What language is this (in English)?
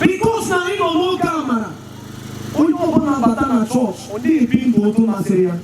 Igbo